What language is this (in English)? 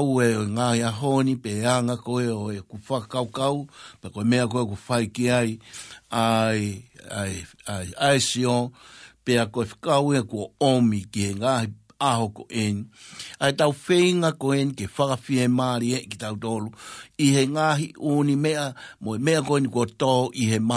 Tongan